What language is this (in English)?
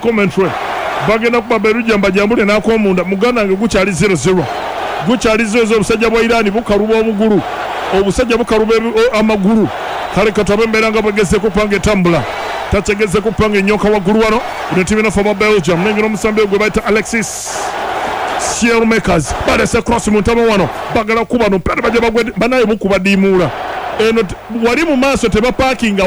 Ganda